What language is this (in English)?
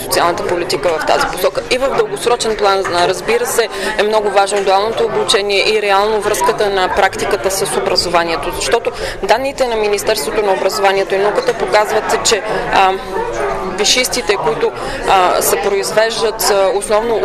Bulgarian